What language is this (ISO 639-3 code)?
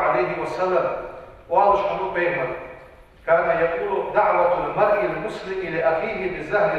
inh